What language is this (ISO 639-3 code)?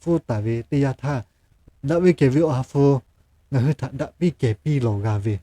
lhu